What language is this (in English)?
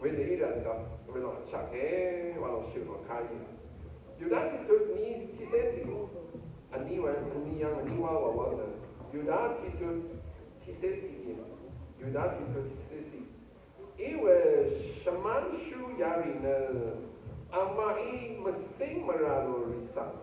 Rawang